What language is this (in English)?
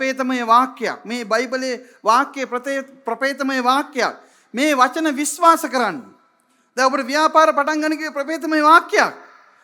Sinhala